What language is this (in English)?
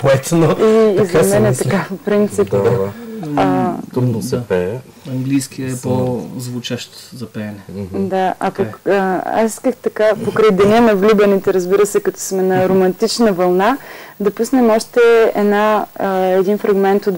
Bulgarian